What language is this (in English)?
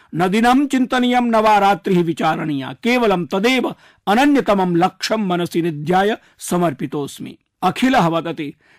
Sanskrit